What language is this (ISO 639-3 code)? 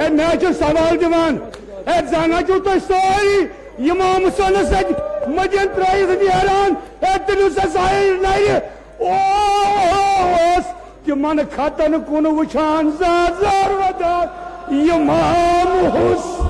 kas